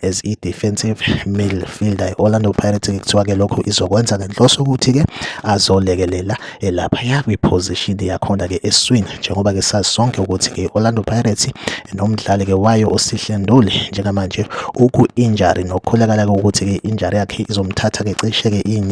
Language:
Zulu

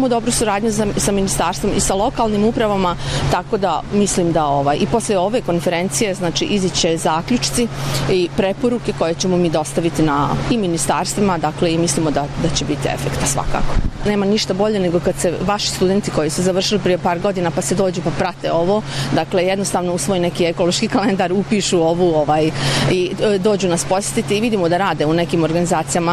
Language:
Bosnian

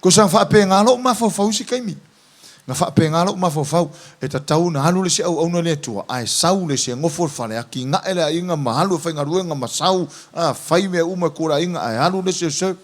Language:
Samoan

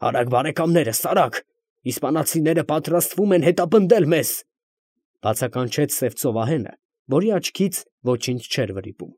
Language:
Armenian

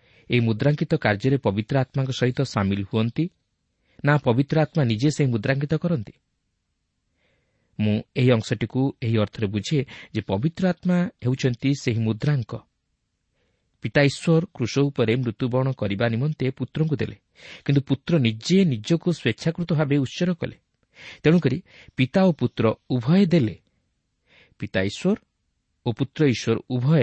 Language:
Odia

